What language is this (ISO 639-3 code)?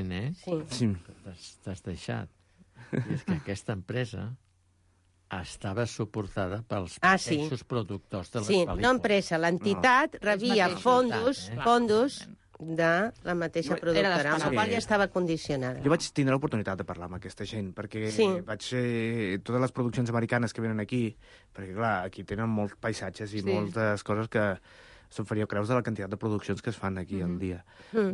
cat